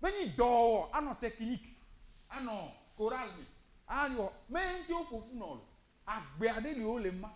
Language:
Ewe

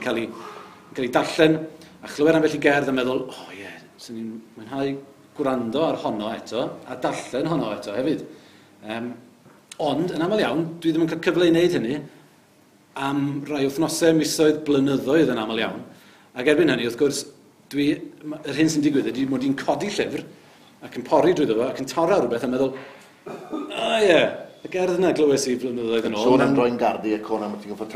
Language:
Welsh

